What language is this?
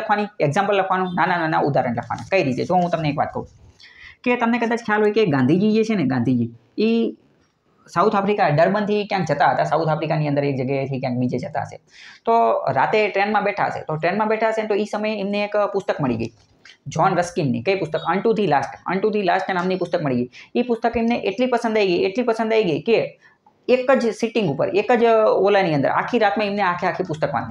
Gujarati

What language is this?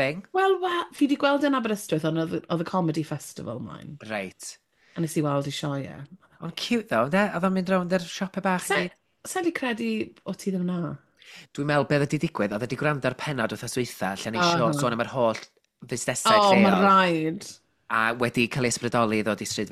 Welsh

